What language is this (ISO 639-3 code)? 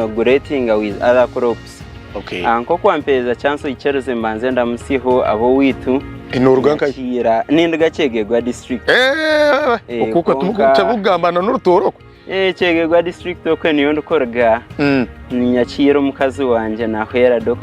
nyn